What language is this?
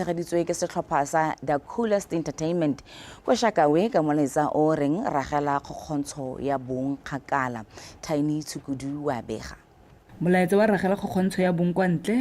Tswana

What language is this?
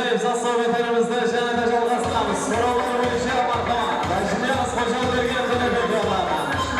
Kara-Kalpak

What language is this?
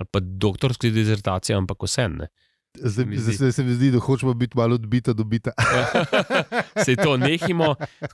Slovenian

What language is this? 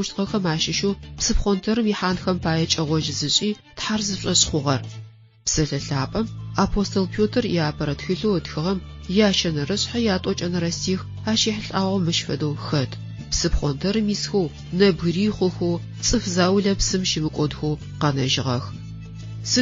Adyghe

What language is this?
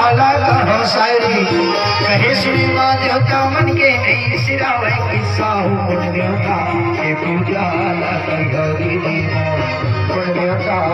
Chhattisgarhi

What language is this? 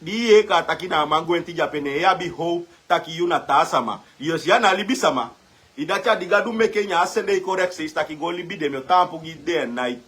Sranan Tongo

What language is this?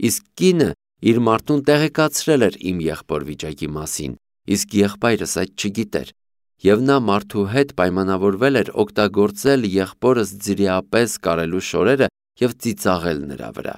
Armenian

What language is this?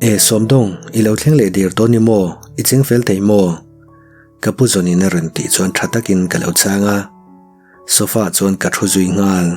Mizo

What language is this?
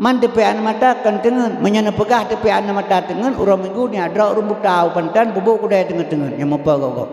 Achinese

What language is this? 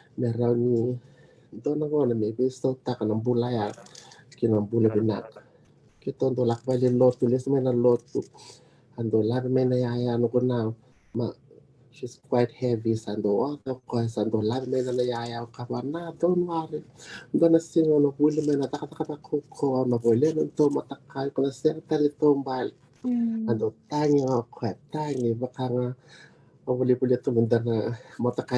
Fijian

